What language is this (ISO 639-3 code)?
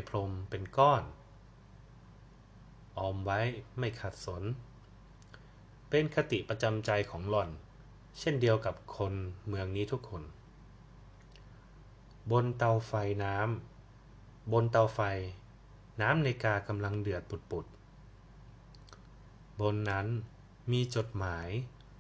tha